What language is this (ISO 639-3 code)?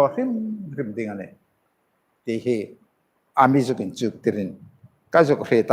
hmr